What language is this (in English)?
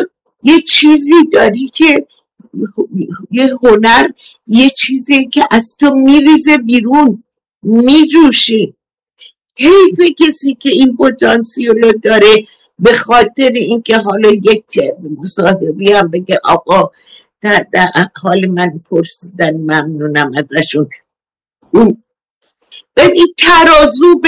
Persian